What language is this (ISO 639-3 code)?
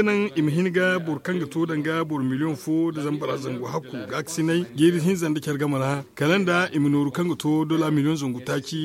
dje